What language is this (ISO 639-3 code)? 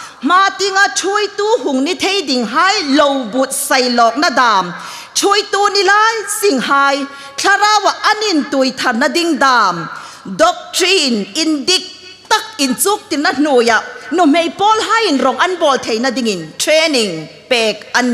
hmr